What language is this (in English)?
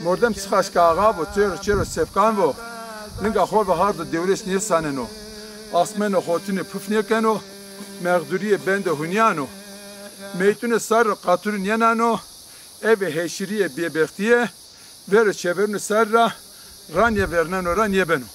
Zaza